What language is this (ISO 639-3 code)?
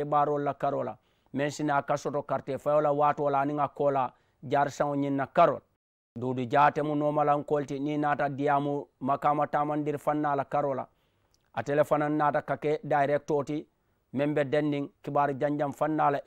man